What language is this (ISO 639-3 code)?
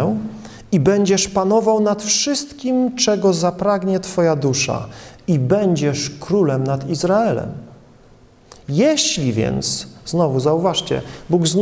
pol